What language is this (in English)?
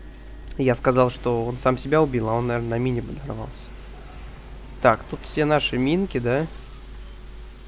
Russian